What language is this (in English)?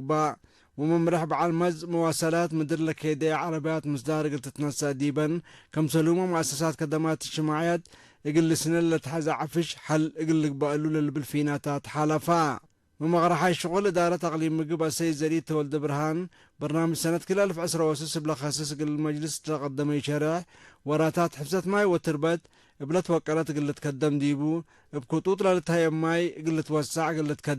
Tigre